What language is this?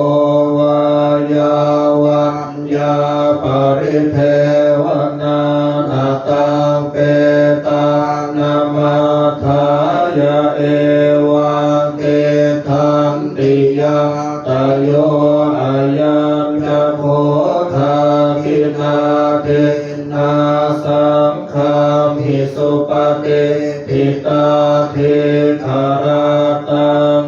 Pali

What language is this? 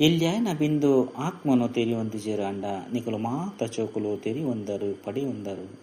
Tulu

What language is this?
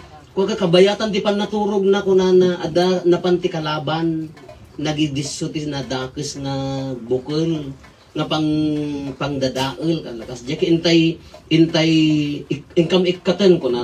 Iloko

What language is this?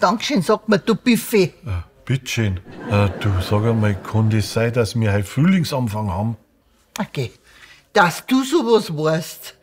Bavarian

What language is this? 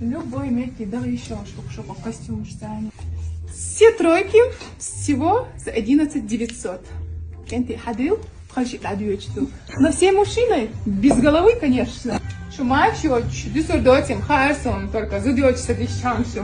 Chechen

